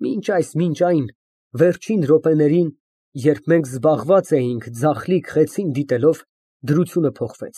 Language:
Armenian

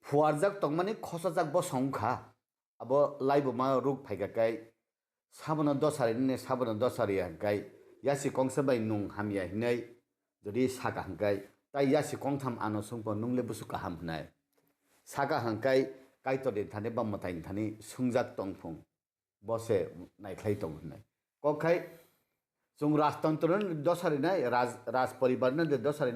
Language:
Kok Borok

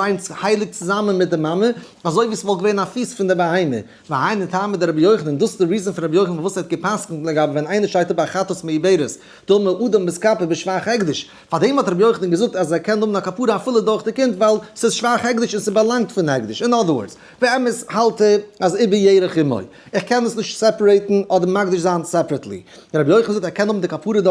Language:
Yiddish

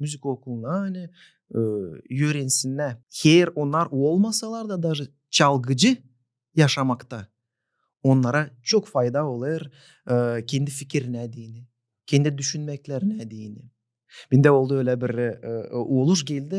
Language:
Gagauz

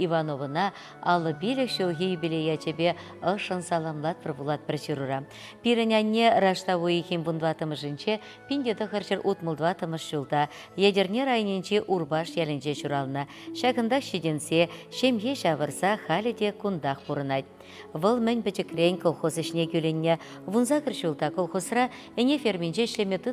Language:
Chuvash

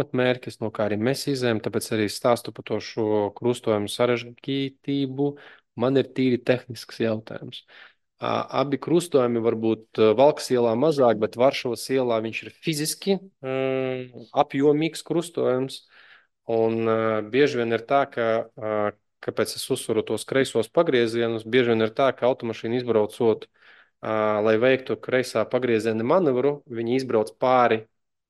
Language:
Latvian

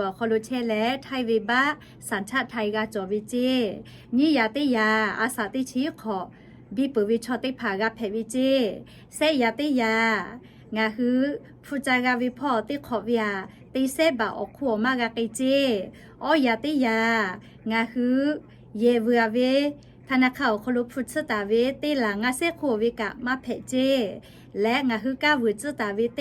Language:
Lahu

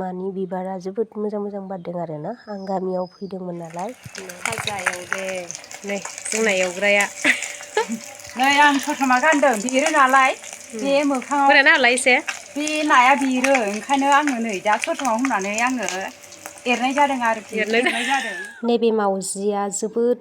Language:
Bodo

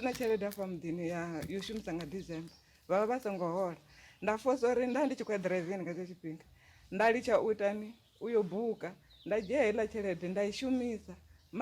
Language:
Venda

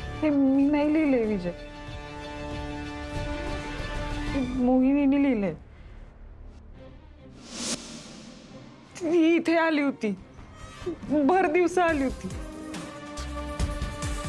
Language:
Marathi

